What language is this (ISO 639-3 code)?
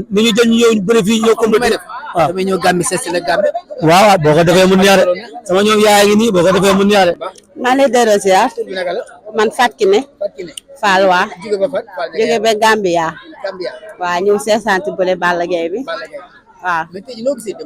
wol